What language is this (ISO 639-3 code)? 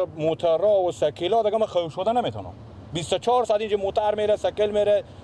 fas